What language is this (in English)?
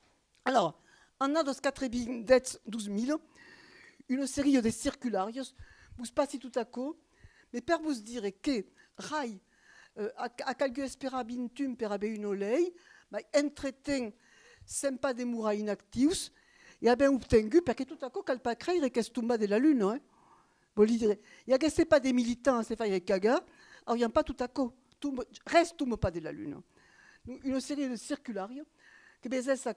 Occitan